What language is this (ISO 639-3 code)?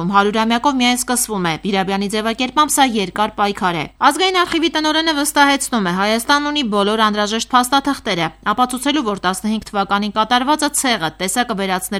hye